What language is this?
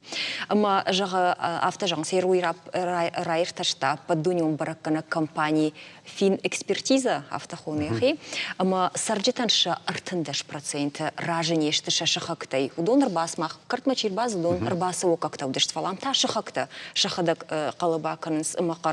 Ossetic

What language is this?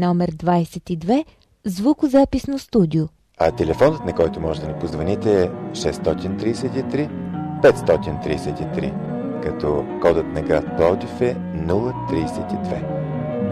Bulgarian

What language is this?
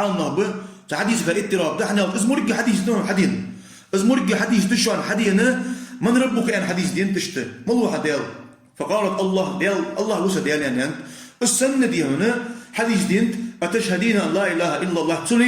Ingush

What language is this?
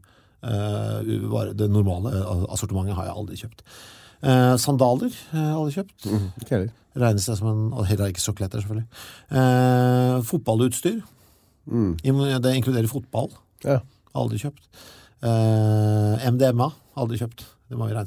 Norwegian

